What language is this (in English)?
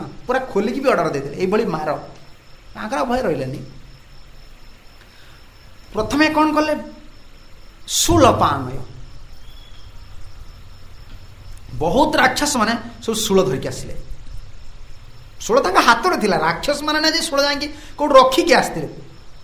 Odia